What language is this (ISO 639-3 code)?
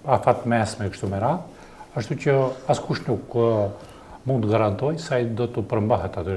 sqi